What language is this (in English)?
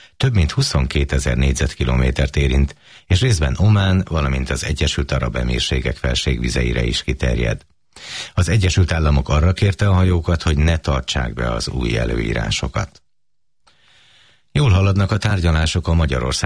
Hungarian